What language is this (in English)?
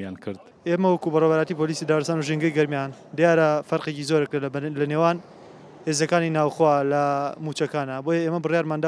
Central Kurdish